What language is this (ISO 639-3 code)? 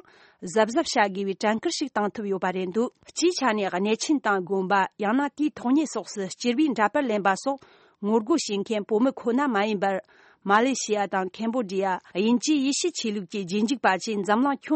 bod